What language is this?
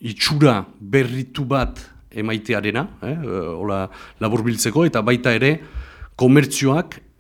Basque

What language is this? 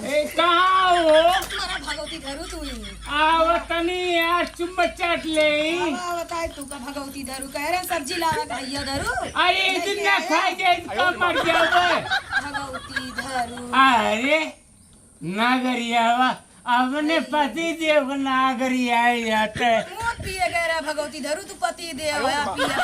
Awadhi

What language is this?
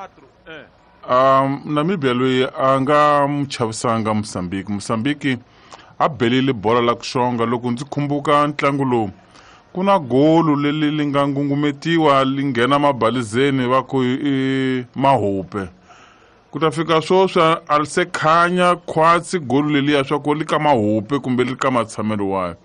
Tsonga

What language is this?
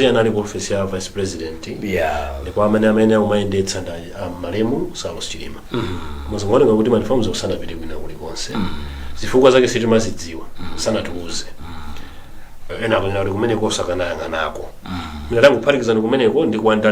Nyanja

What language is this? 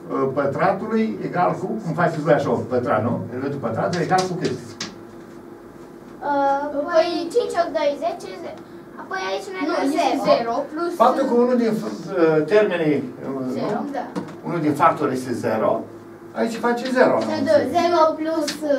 Romanian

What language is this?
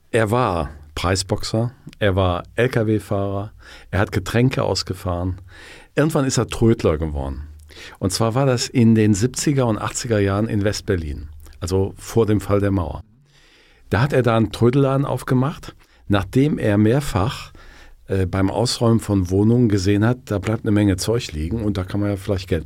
German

